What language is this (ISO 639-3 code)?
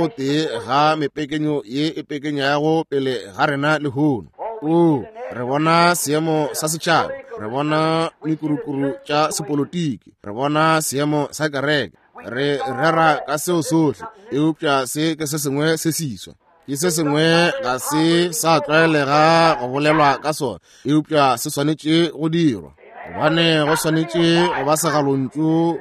nso